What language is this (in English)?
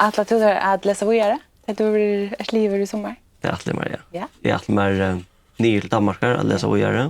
Faroese